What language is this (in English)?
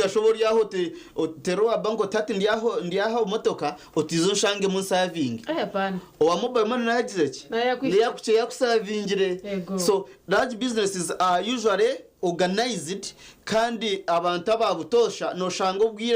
Nyankole